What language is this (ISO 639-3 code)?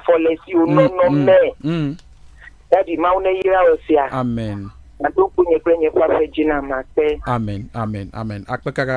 ewe